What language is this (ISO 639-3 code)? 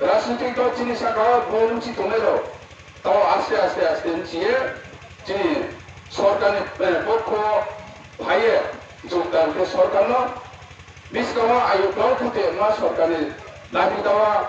ria